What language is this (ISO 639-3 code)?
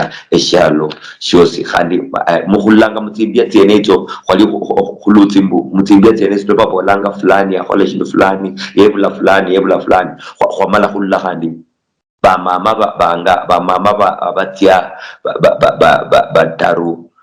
luy